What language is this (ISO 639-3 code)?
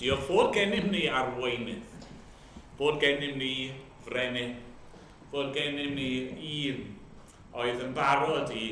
cym